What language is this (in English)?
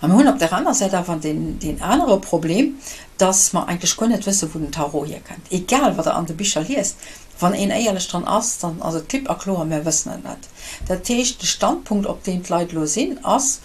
Luxembourgish